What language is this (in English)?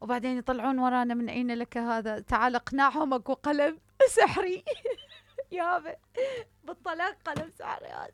Mesopotamian Arabic